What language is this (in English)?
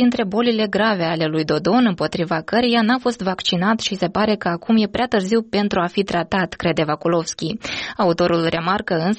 Romanian